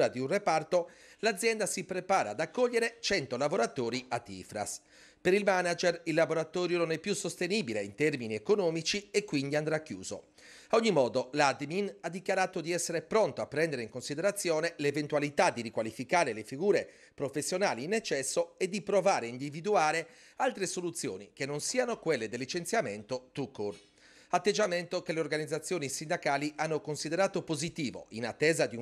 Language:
Italian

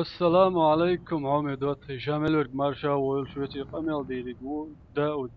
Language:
Chechen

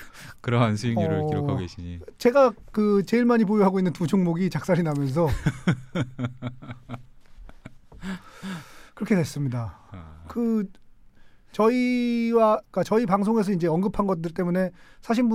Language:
Korean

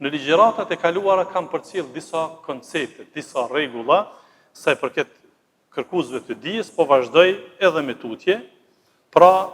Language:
Albanian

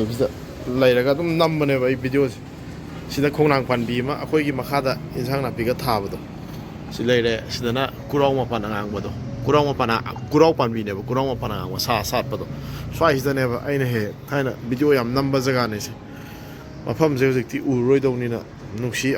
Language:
Manipuri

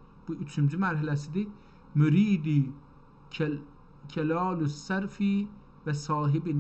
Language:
South Azerbaijani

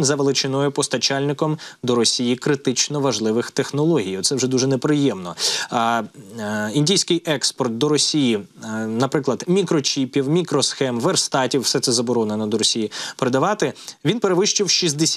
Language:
Ukrainian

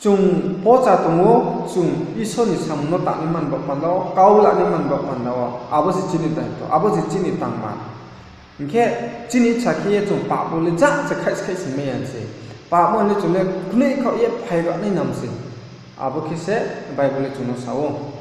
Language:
Riang (India)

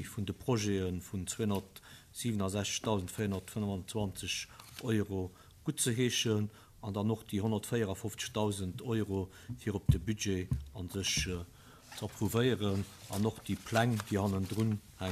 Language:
Luxembourgish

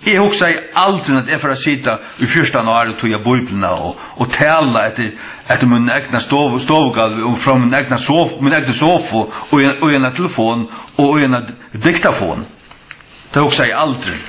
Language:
Faroese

